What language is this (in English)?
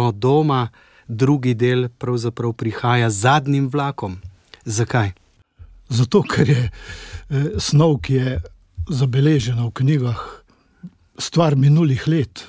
Slovenian